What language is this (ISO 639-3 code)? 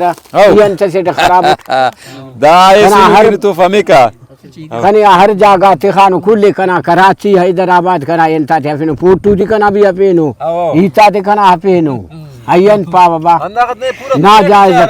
brh